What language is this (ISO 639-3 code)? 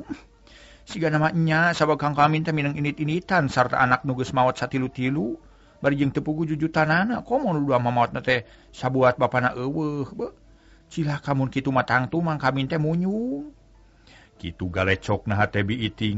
sun